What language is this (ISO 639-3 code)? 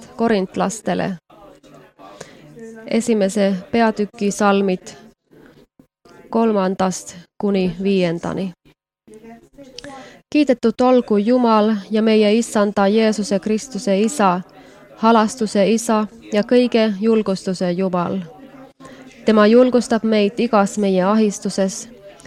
est